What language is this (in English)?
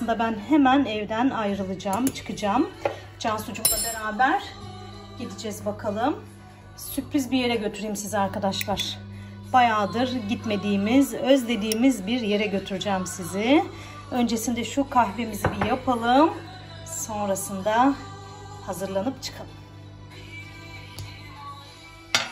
Turkish